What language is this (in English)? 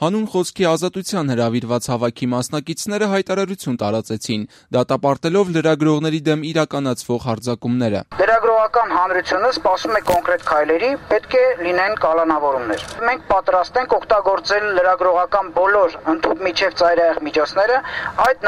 Armenian